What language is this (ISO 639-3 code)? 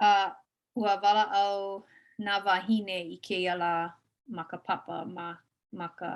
haw